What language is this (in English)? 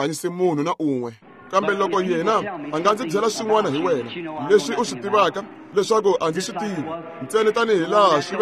Tsonga